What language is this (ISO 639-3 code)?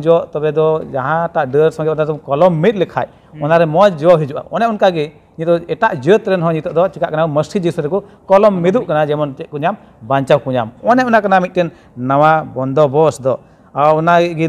sat